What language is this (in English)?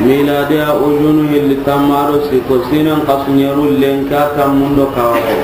Soninke